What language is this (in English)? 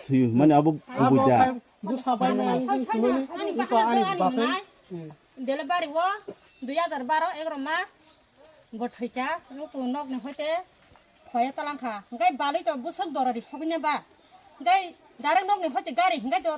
Kok Borok